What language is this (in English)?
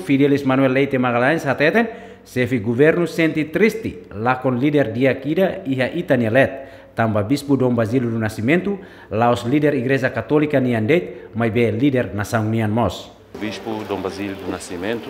Tetum